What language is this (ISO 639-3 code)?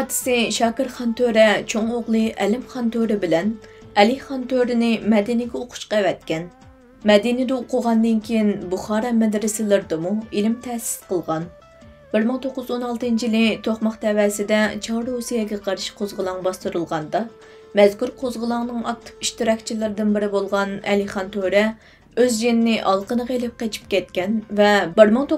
uig